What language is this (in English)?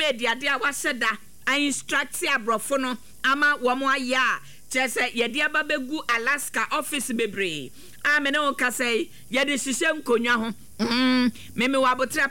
Akan